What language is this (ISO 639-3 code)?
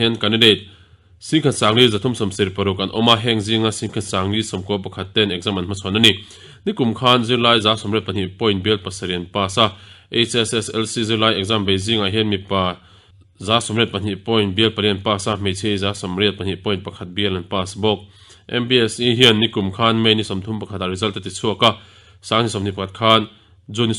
lus